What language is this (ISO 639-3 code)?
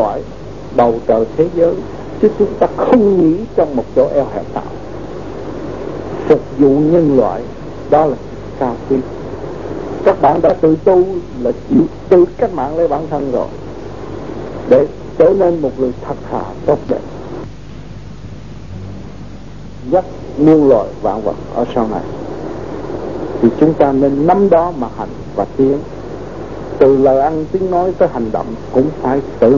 vie